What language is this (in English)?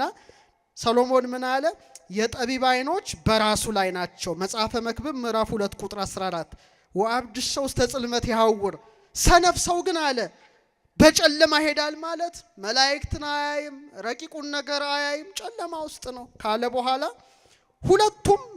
Amharic